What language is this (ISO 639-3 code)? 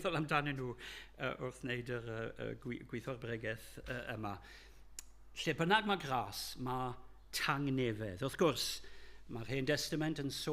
cym